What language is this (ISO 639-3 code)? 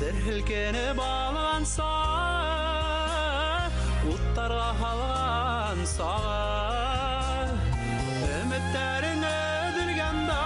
bak